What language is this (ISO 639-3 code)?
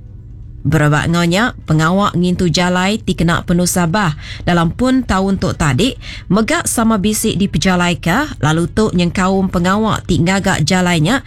iba